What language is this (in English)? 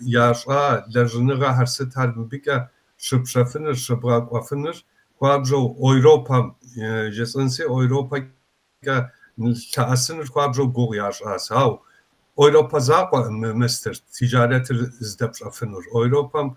Kabardian